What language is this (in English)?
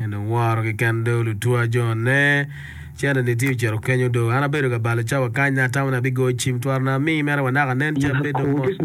Acoli